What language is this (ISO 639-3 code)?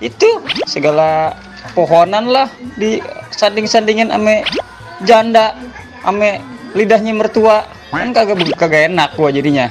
bew